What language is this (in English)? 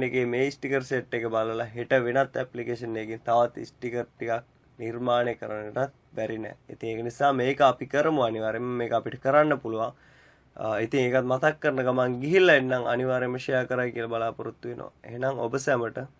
Sinhala